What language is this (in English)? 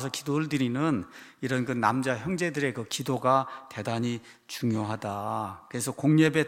Korean